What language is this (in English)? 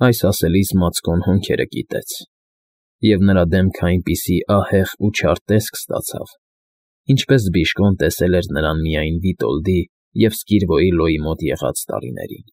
Armenian